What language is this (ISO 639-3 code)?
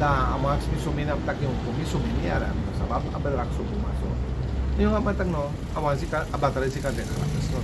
srn